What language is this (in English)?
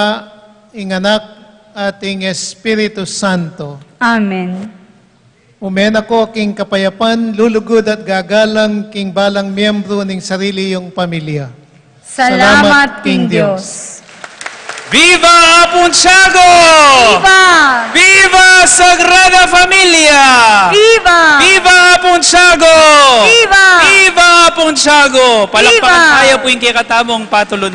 Pampanga